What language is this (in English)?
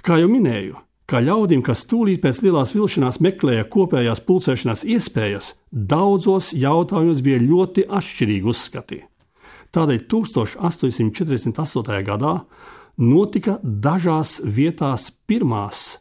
Latvian